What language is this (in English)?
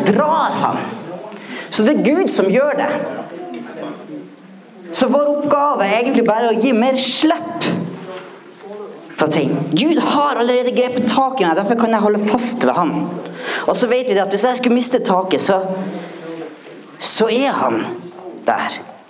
Norwegian